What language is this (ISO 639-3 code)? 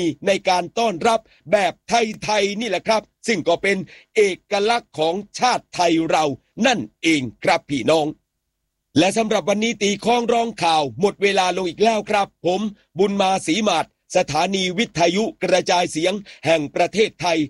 tha